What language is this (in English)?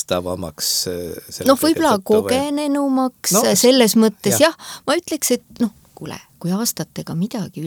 Estonian